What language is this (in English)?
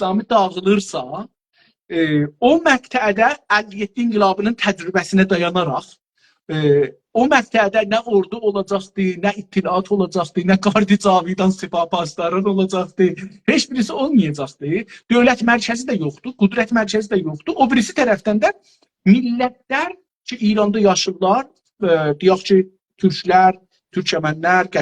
South Azerbaijani